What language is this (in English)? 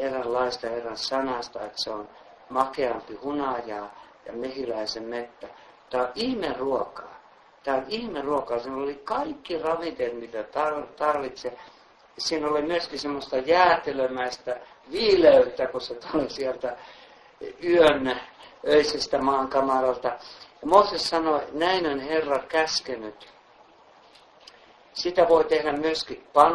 Finnish